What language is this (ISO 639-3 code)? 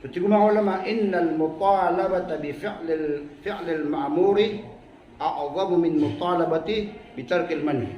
mrw